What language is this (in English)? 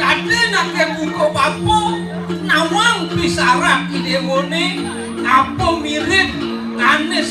Balinese